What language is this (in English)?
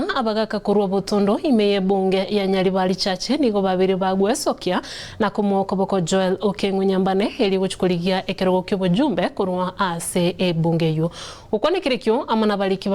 Gusii